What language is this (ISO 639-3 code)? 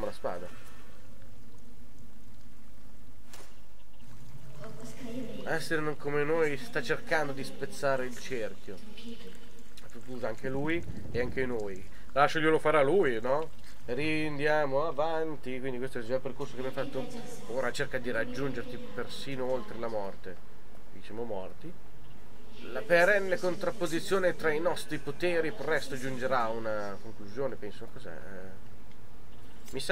ita